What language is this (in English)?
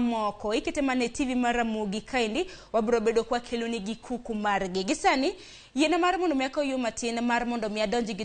Luo (Kenya and Tanzania)